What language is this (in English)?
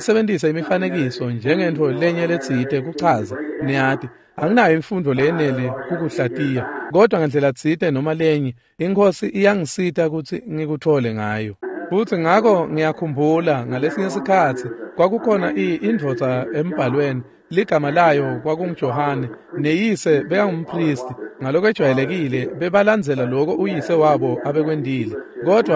Swati